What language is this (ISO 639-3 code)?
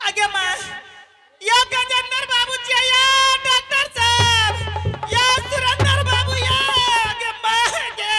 anp